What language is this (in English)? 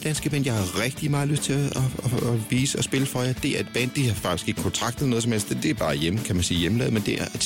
Danish